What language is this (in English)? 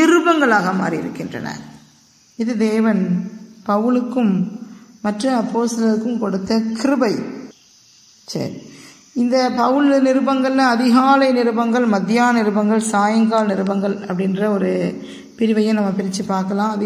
Tamil